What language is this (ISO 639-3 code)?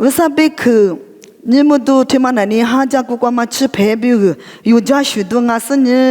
lis